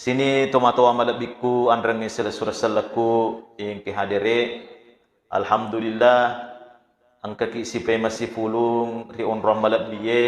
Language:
Buginese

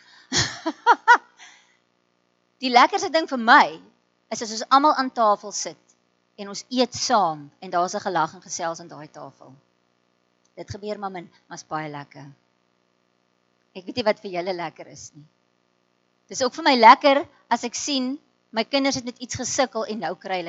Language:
Afrikaans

